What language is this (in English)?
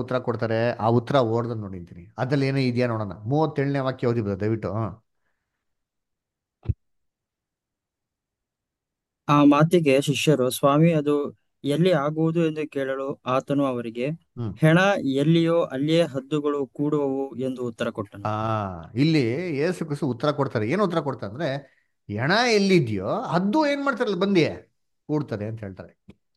Kannada